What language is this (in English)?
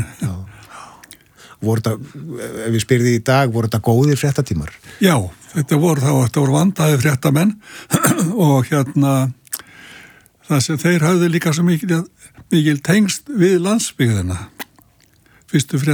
Icelandic